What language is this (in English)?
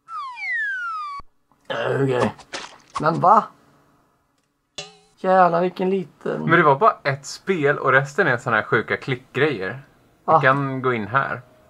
Swedish